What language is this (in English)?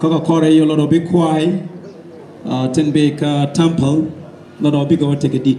Nuer